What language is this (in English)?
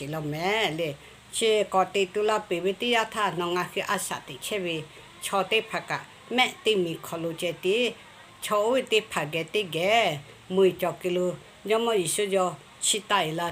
Lahu